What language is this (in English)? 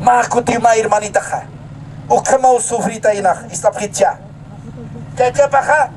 Aymara